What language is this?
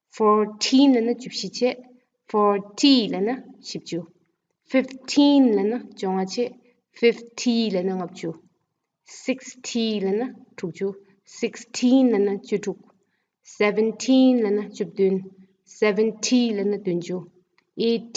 Tibetan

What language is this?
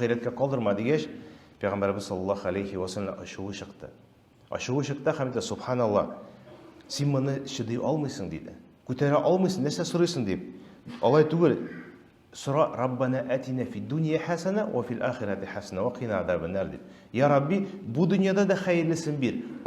Tatar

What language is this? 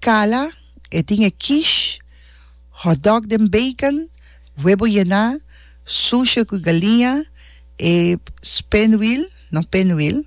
Papiamento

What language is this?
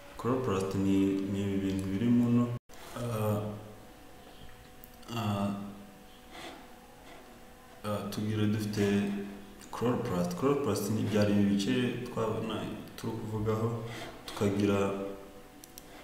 Kinyarwanda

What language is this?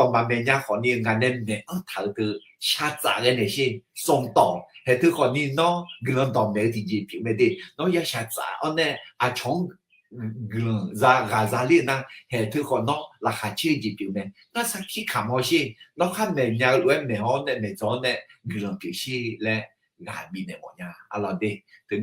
Akha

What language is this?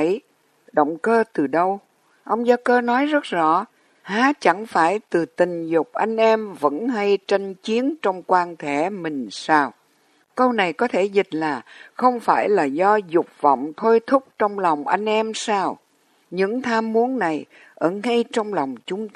Vietnamese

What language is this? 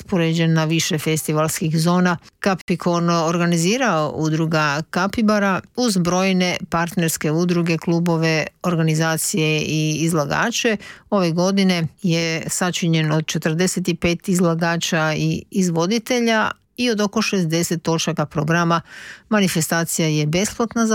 Croatian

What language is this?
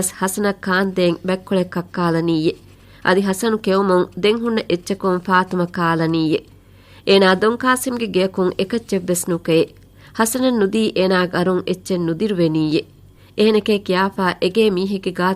Divehi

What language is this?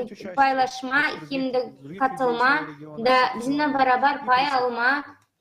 Gagauz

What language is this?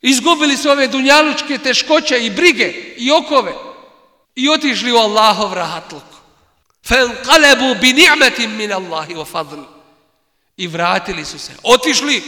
Bosnian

